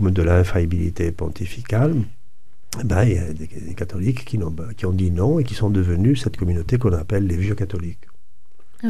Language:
French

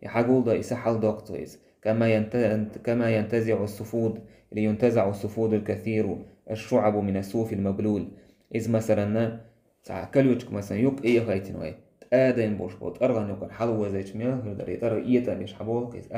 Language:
Chechen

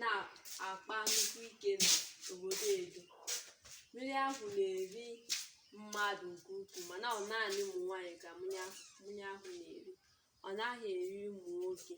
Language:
Igbo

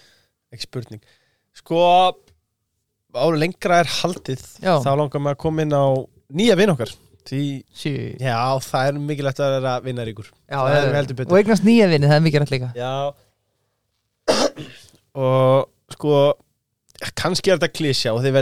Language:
Icelandic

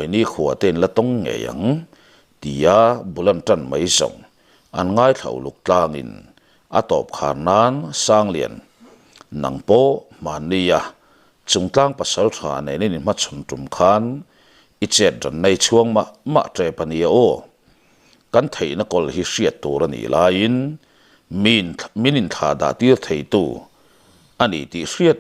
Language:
Mizo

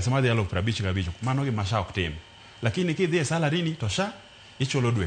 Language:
Luo (Kenya and Tanzania)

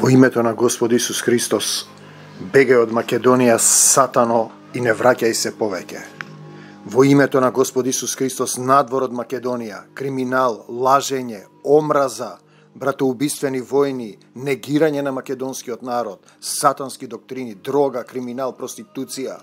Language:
Macedonian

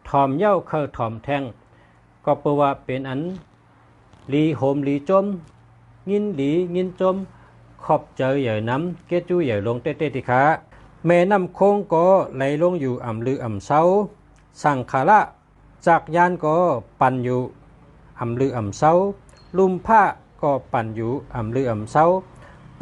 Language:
Shan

